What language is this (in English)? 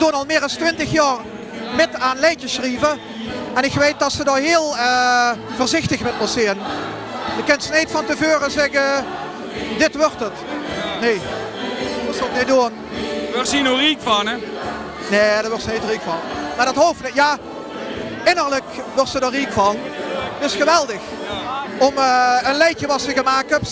Limburgish